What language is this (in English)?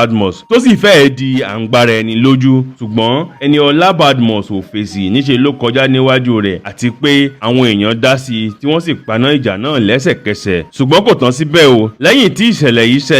Yoruba